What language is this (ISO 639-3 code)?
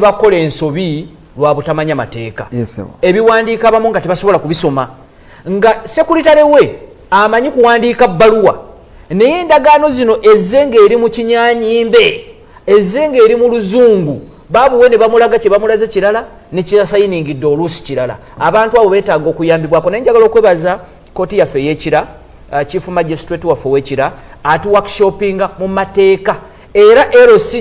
lug